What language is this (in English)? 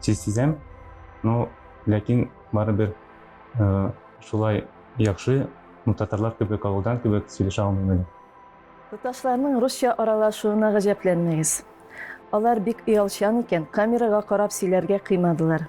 Tatar